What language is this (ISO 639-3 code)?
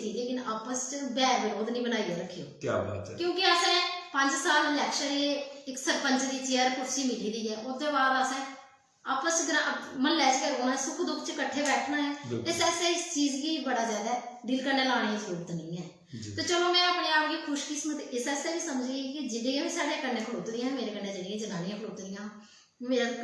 doi